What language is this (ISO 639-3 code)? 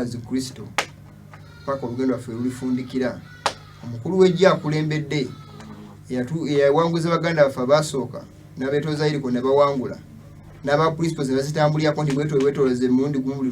lug